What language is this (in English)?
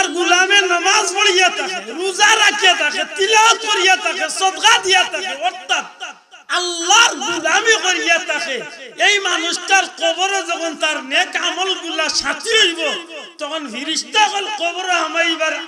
Sylheti